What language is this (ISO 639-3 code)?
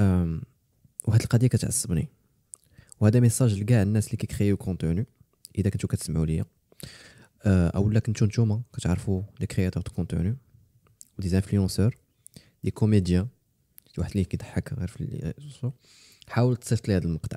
ary